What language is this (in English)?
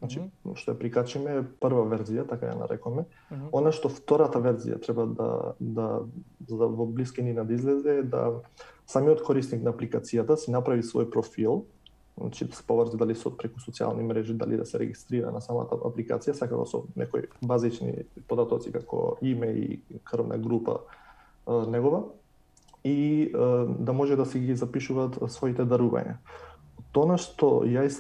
Macedonian